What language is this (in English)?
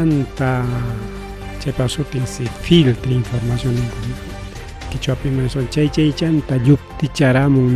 Ayacucho Quechua